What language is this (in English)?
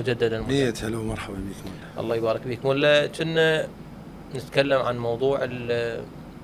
Mesopotamian Arabic